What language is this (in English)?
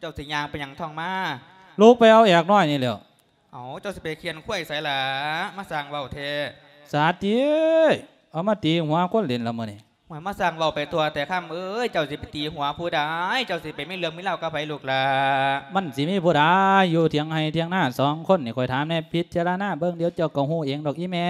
Lao